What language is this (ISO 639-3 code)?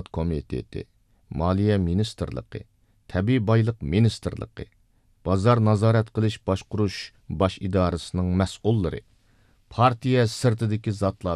uig